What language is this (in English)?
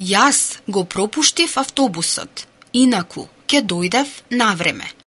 Macedonian